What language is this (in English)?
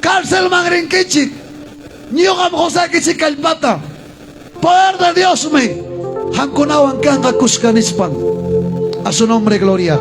Ayacucho Quechua